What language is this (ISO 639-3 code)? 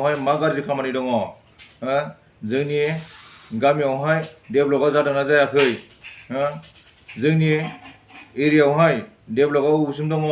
brx